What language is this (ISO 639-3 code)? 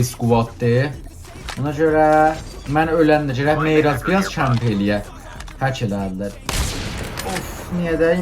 azb